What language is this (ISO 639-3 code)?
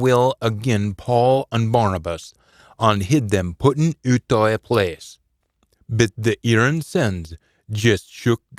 sco